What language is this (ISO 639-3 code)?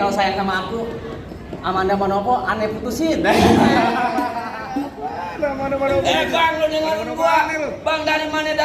bew